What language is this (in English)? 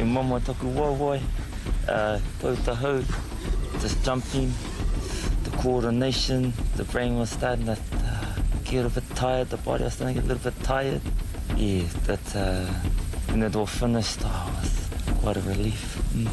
Māori